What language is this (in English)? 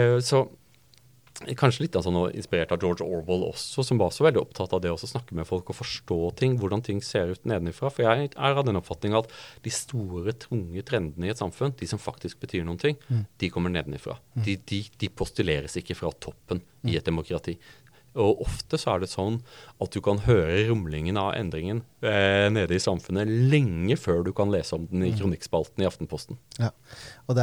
Norwegian